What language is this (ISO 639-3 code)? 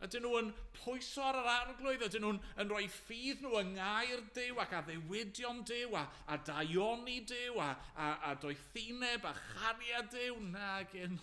cym